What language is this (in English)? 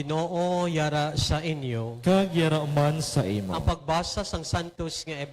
Hiligaynon